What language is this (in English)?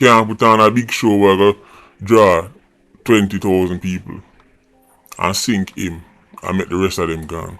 Jamaican Creole English